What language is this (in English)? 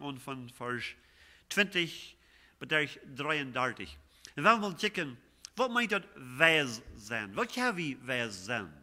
Plautdietsch